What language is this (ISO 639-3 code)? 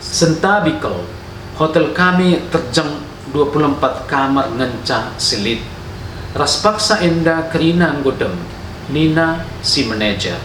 btx